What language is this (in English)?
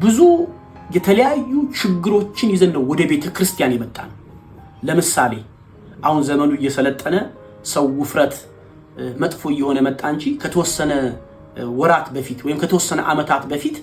Amharic